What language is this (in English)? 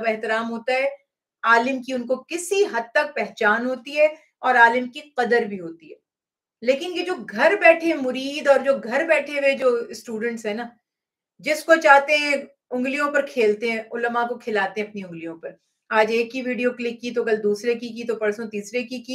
Urdu